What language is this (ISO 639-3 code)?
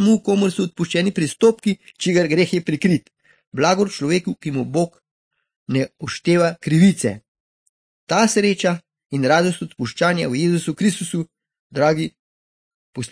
slv